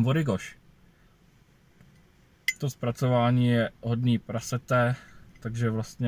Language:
Czech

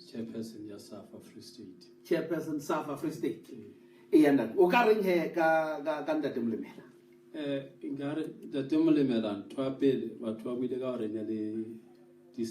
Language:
Southern Sotho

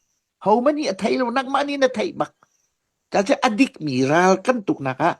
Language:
Hakha Chin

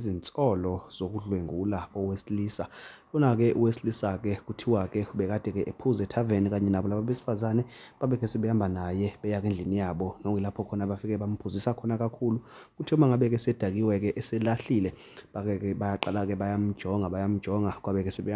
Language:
Zulu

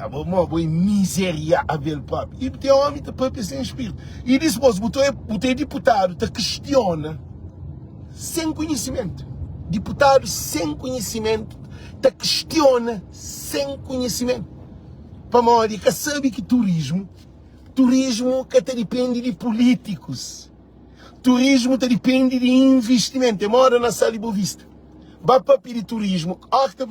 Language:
Kabuverdianu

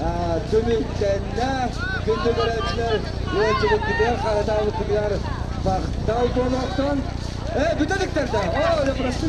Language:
Yakut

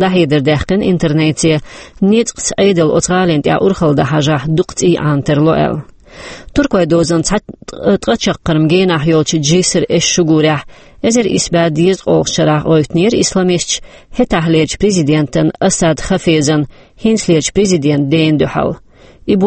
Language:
Chechen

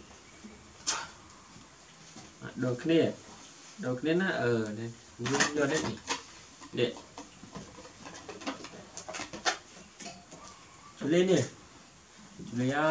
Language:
Vietnamese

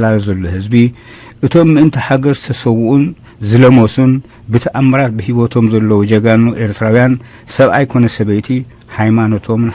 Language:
Tigrinya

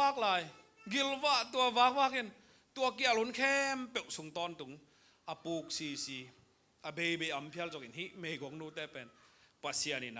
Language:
Tedim Chin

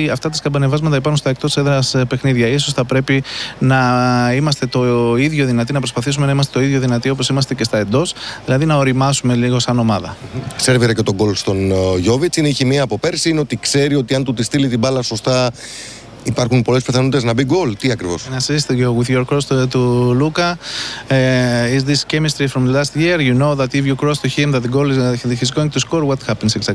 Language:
Greek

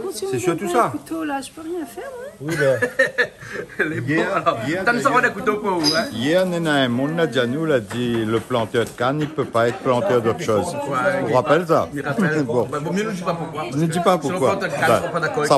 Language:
Réunion Creole French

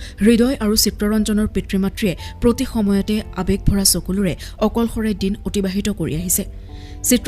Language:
Assamese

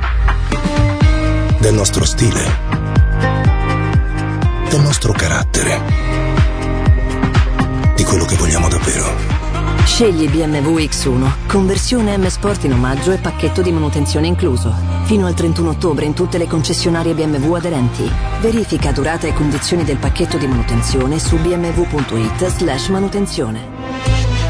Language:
Italian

